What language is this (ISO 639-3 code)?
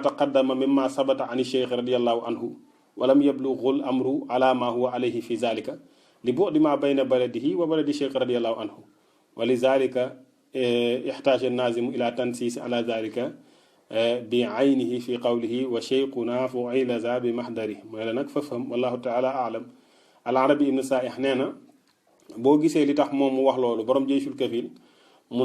wol